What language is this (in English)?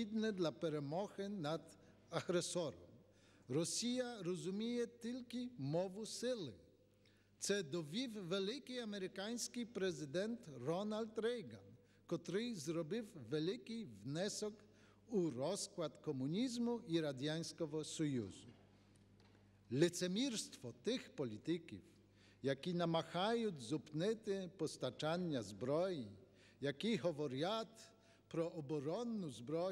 Ukrainian